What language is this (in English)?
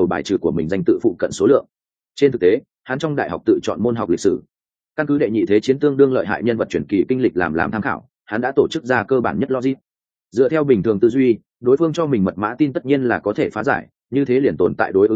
Vietnamese